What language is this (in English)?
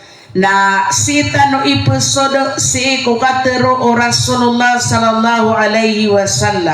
Maranao